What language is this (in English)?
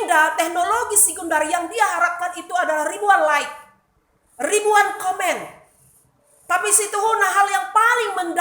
Batak Karo